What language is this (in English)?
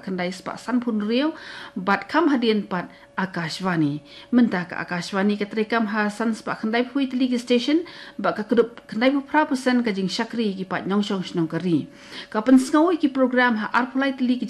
Khasi